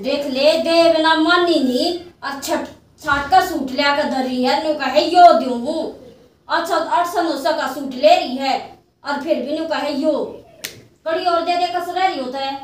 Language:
Haryanvi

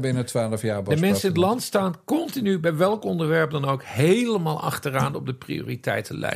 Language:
Dutch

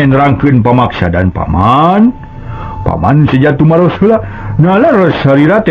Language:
Sundanese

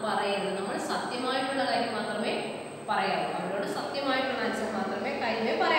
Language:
Malayalam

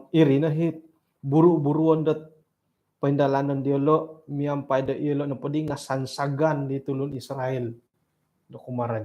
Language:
Central Dusun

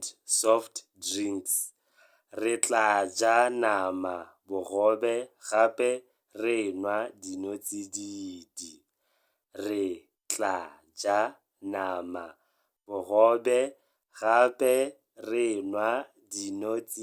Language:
Tswana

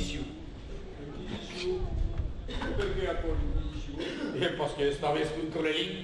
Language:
Occitan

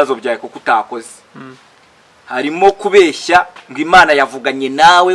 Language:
Kinyarwanda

